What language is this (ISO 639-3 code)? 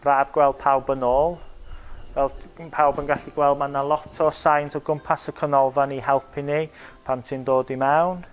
cym